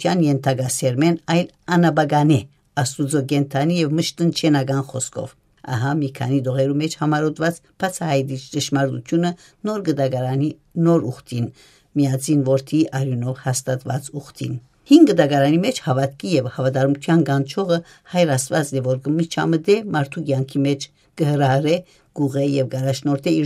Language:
Western Armenian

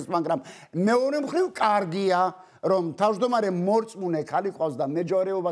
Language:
Georgian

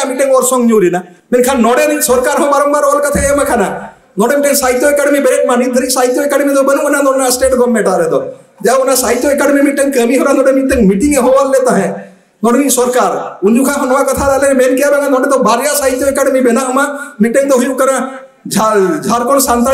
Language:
Santali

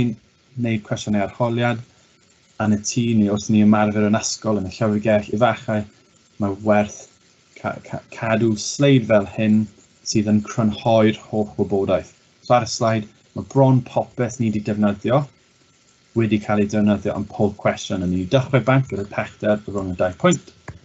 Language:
Welsh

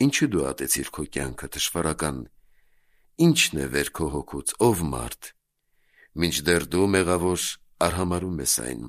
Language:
Armenian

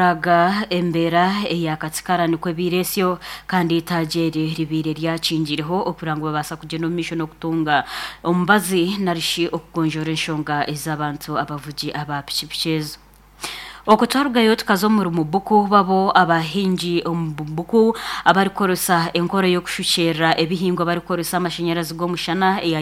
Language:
Nyankole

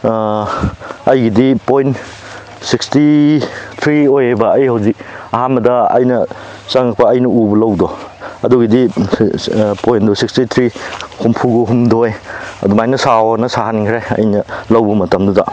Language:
Manipuri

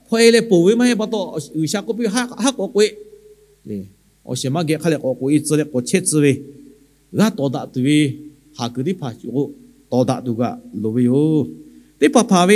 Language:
Lahu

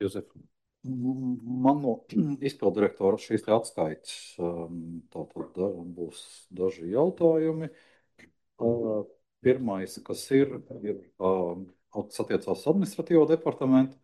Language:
Latvian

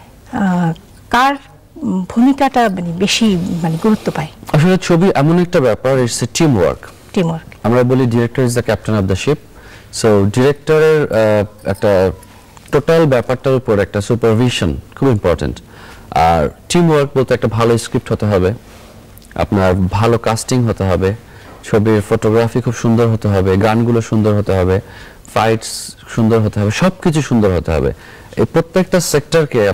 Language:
Bangla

